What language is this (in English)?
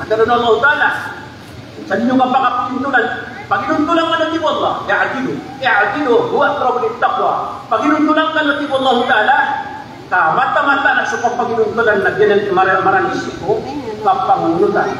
Maranao